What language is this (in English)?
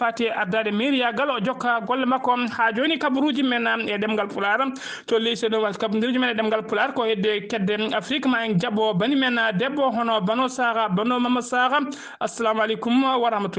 Fula